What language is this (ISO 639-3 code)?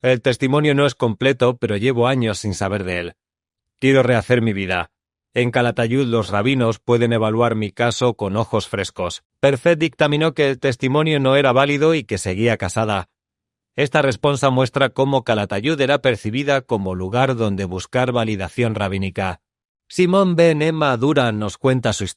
lad